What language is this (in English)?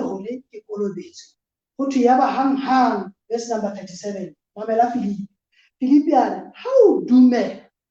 Southern Sotho